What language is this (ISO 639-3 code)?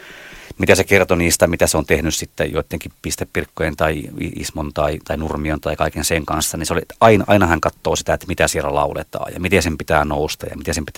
fin